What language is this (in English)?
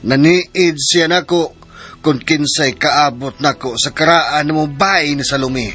Cebuano